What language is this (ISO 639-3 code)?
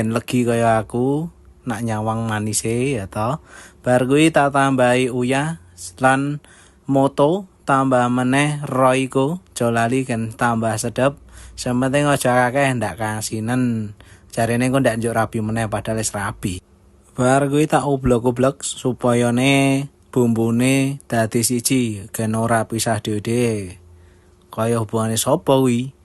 jav